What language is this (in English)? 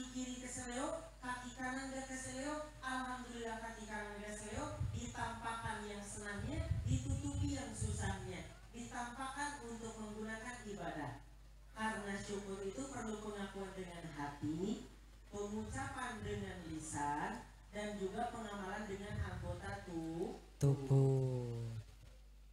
Indonesian